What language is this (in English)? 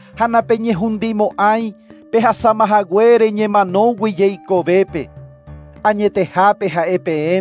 Guarani